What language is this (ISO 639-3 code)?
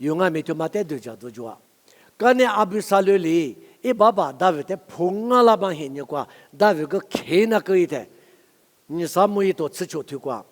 lis